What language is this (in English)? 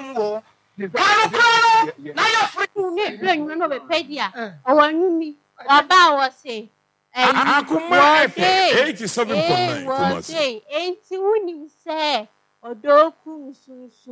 Akan